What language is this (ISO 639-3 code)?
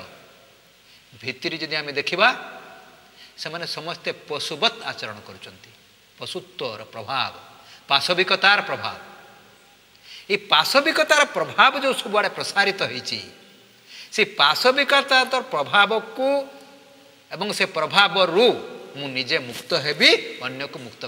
ori